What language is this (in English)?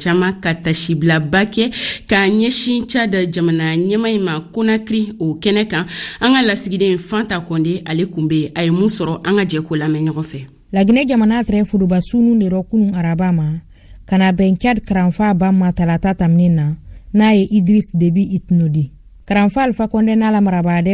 Bambara